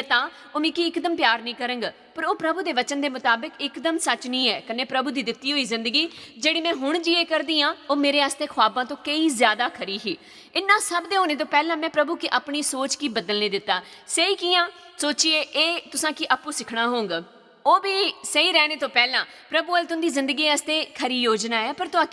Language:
Dogri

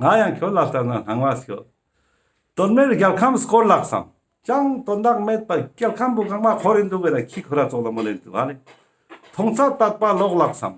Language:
Ladakhi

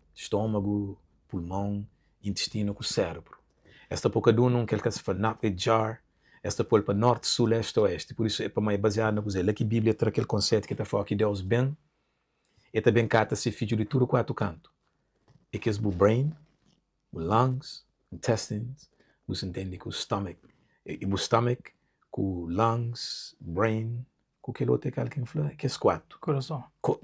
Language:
Kabuverdianu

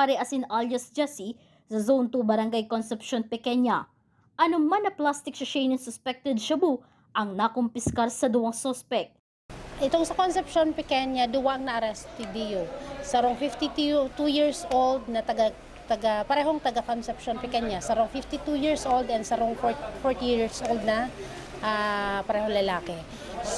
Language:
Bikol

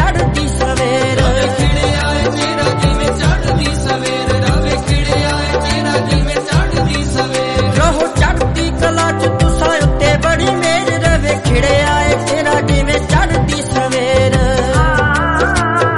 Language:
Punjabi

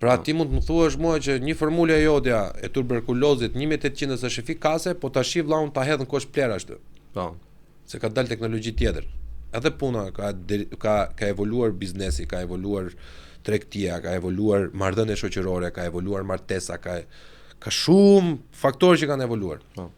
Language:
Albanian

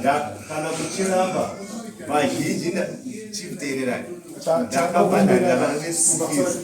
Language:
Shona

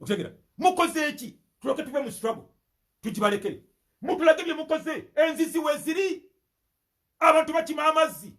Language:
Ganda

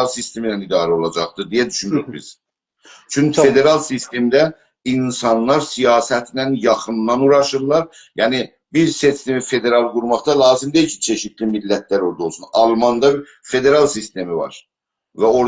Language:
South Azerbaijani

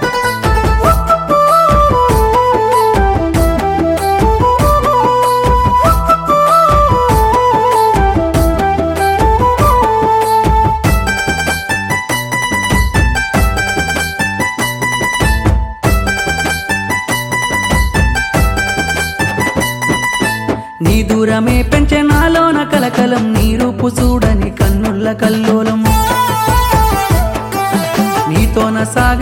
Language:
Telugu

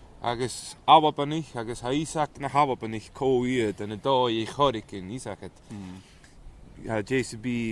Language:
Scottish Gaelic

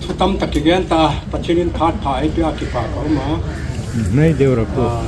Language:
Hmar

